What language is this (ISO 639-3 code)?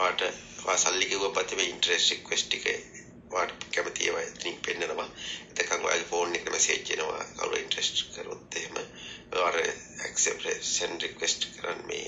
sin